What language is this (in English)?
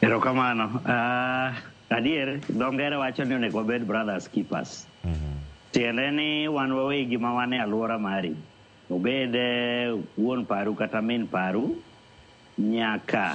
Luo (Kenya and Tanzania)